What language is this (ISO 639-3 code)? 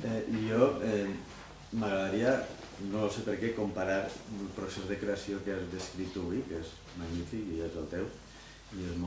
cat